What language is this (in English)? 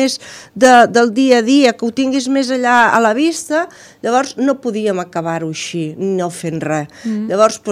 Catalan